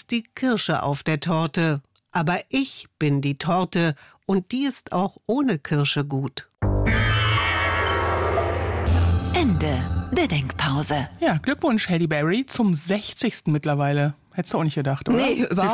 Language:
German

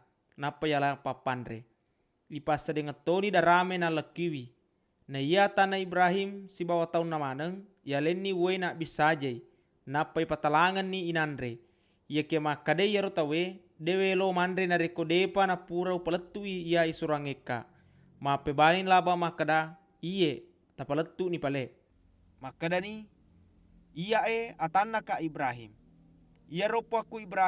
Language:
Buginese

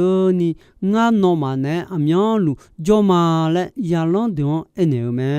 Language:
Akha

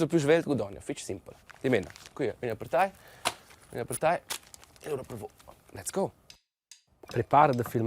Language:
Romansh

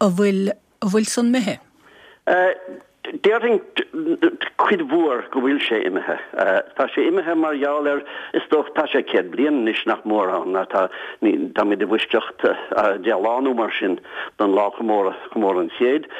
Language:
Irish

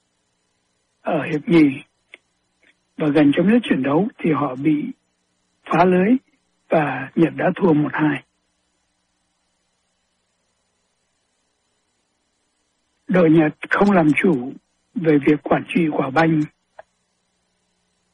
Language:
Vietnamese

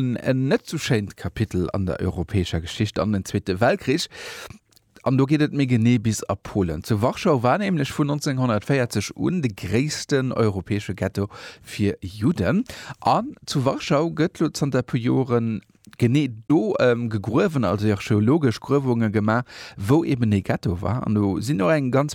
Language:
Luxembourgish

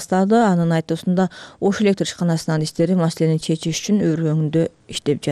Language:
Kyrgyz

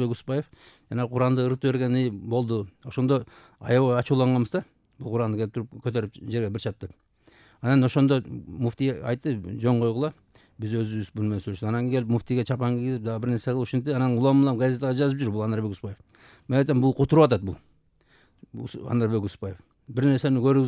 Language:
Kyrgyz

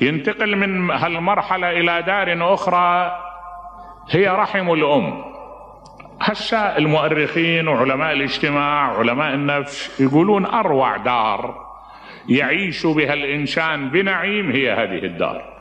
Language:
Mesopotamian Arabic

